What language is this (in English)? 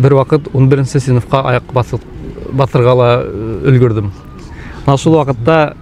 Bashkir